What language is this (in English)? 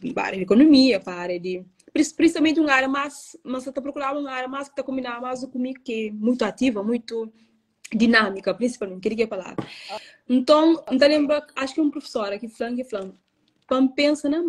Kabuverdianu